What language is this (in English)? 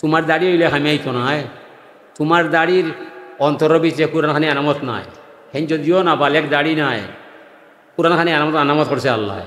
Sylheti